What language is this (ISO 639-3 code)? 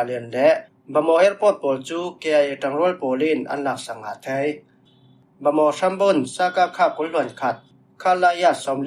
cfm